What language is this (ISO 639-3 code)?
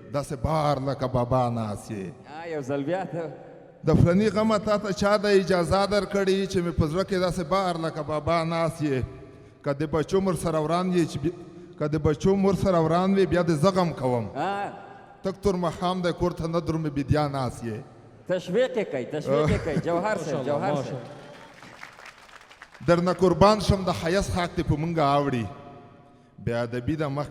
pus